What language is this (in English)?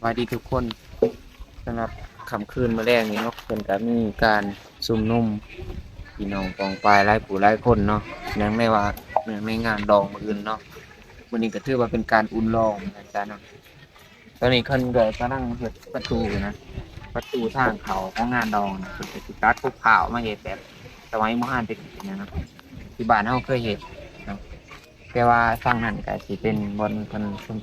Lao